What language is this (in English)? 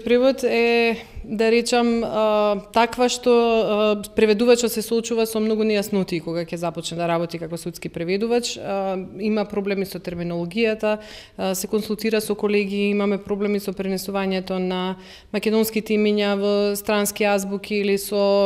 Macedonian